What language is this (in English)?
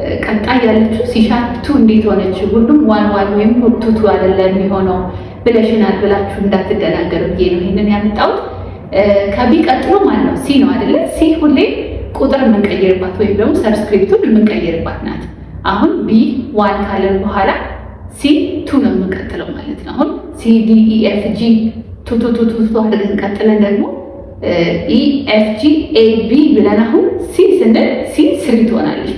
Amharic